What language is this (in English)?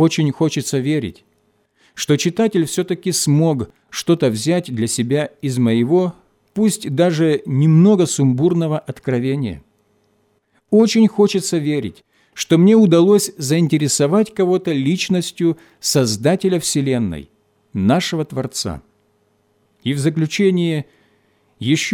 Russian